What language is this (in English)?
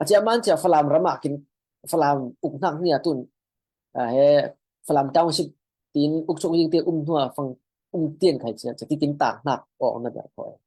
Falam Chin